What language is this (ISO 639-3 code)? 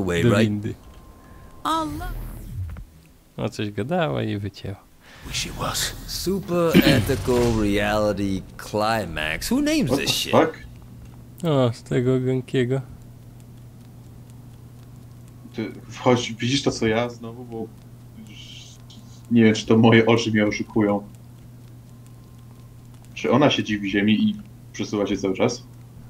pol